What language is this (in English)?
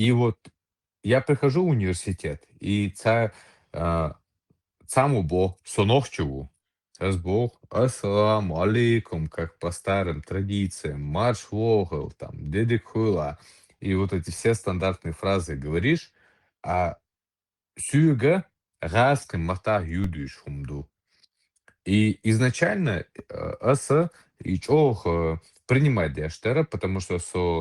Chechen